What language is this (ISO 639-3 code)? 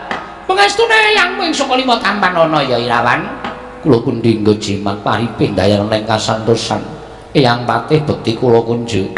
jav